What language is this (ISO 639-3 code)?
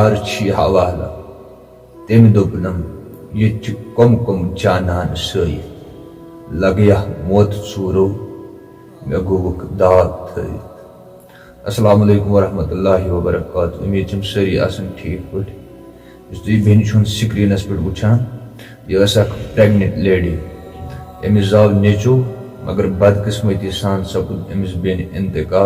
kas